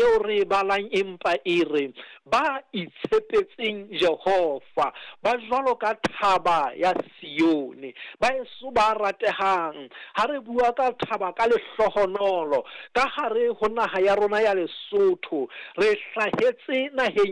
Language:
Southern Sotho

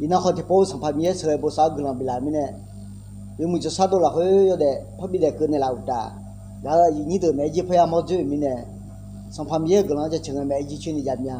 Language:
Akha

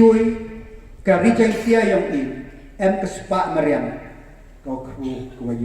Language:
Pnar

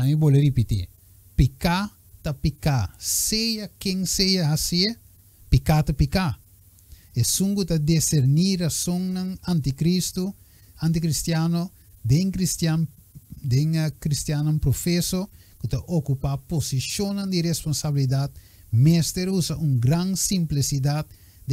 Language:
Papiamento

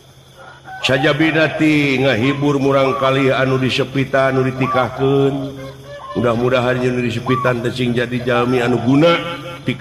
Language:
Sundanese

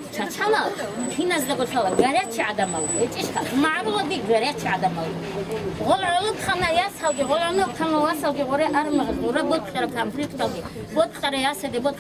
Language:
Avaric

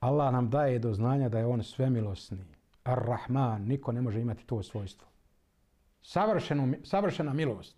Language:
Bosnian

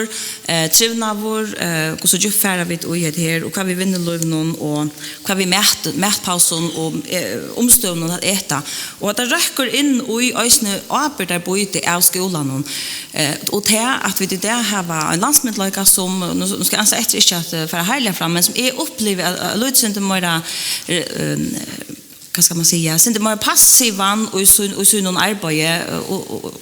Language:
Faroese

